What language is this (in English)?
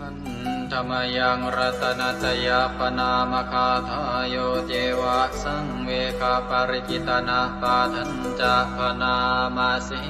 Pali